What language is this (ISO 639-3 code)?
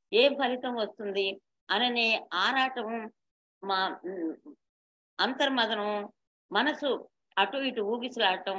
tel